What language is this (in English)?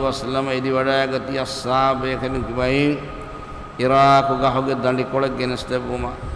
Divehi